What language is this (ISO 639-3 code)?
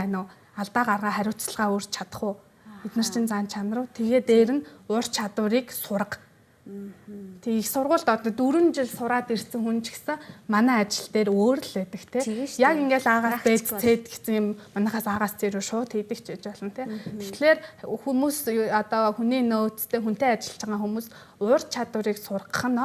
mon